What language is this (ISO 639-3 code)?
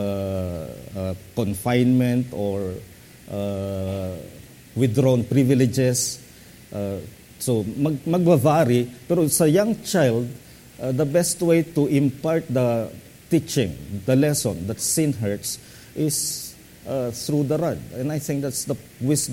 fil